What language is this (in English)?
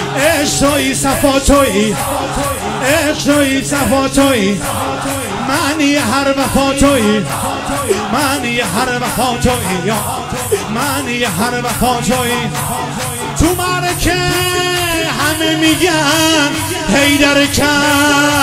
Persian